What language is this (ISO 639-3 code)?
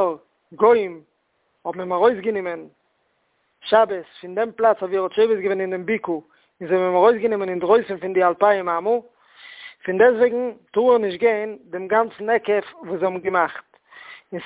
yid